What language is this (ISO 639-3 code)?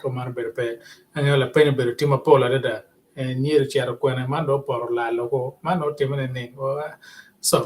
ach